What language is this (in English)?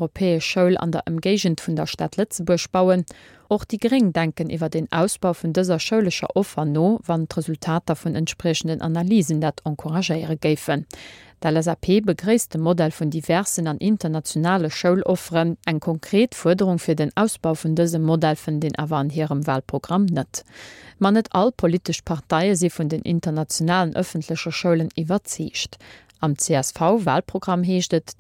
Luxembourgish